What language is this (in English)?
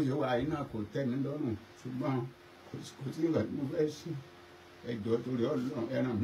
Yoruba